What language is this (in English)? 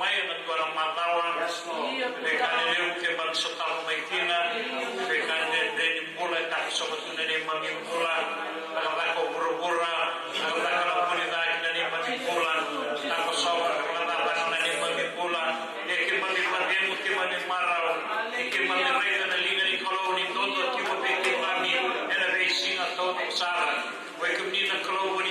Fijian